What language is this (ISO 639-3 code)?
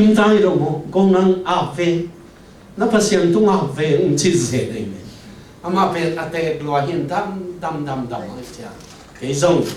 ctd